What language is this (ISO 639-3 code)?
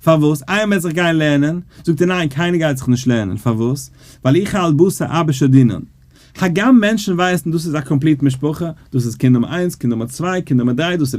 yid